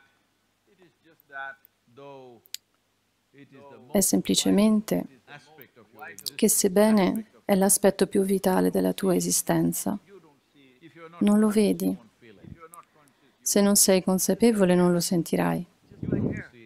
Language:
Italian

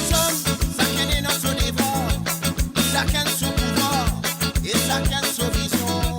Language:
Morisyen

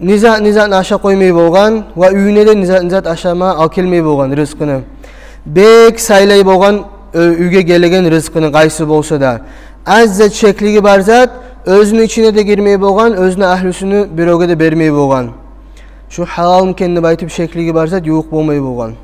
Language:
Kumyk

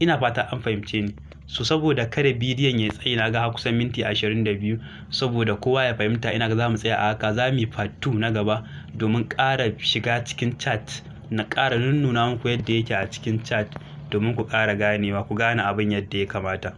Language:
Hausa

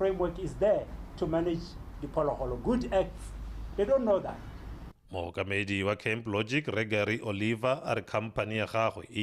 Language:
Tswana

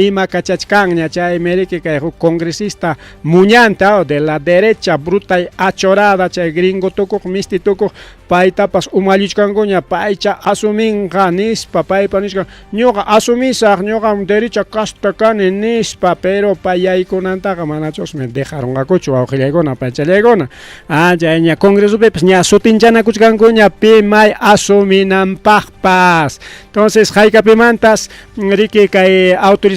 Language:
Ayacucho Quechua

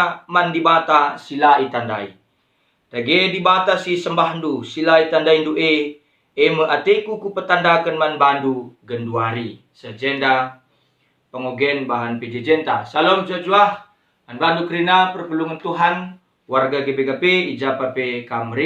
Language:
Batak Karo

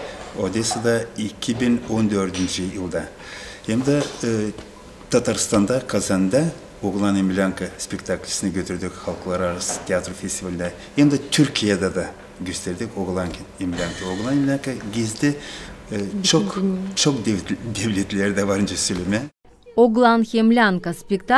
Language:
Gagauz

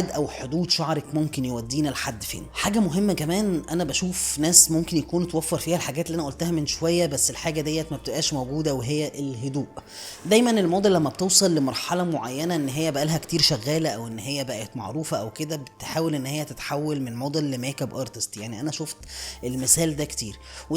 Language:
Egyptian Arabic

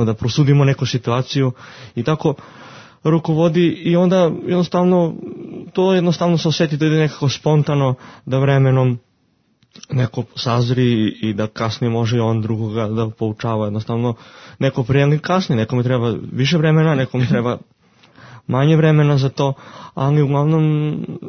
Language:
Serbian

